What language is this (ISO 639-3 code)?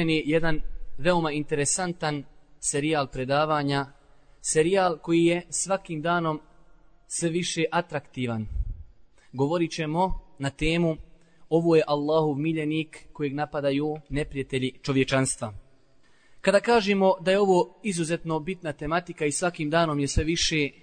bos